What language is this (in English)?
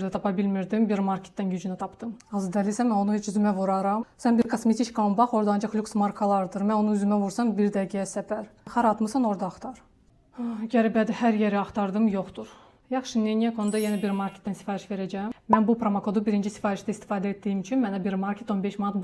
Azerbaijani